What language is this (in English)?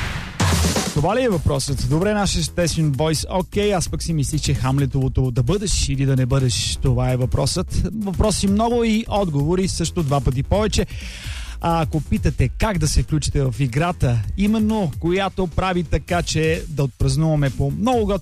Bulgarian